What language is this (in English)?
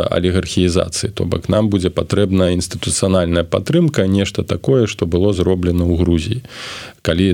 Belarusian